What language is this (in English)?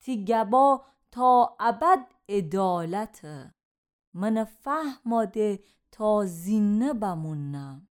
Gilaki